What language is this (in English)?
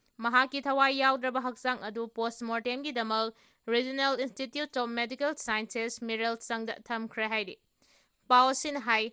Manipuri